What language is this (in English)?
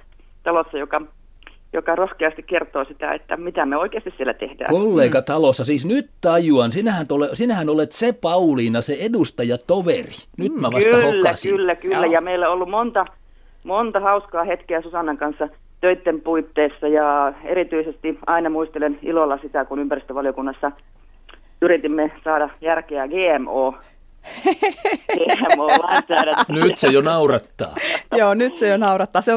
Finnish